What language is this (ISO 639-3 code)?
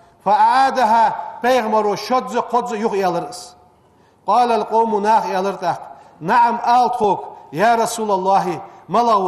inh